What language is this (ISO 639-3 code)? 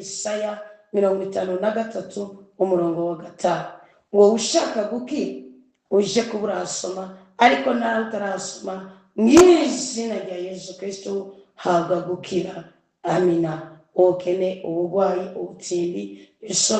run